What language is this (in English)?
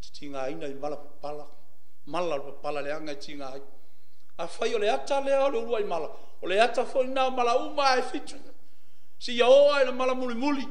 Samoan